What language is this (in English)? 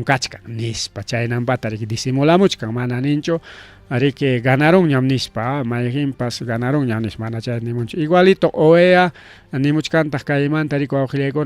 Ayacucho Quechua